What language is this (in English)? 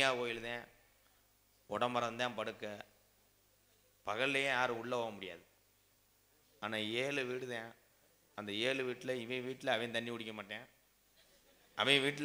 Tamil